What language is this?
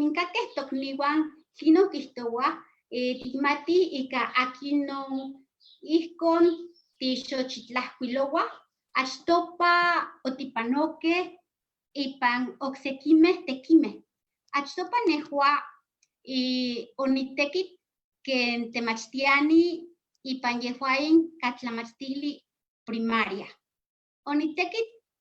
Eastern Huasteca Nahuatl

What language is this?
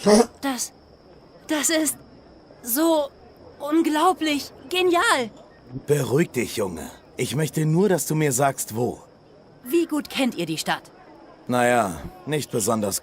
Swiss German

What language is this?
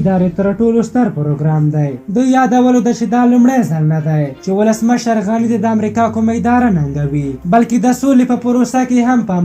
Pashto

